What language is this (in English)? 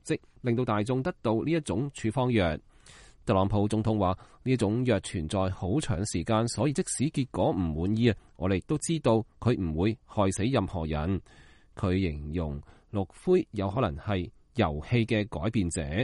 Cantonese